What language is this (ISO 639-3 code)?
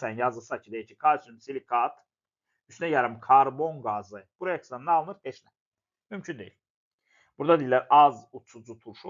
aze